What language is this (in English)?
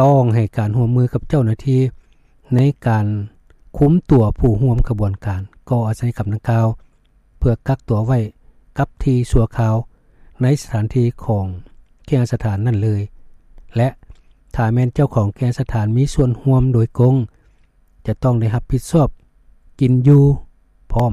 Lao